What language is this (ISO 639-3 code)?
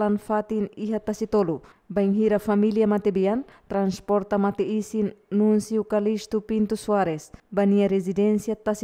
tet